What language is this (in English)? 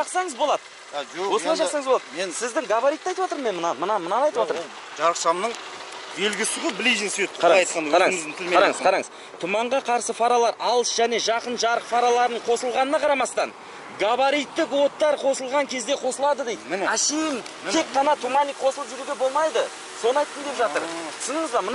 Kazakh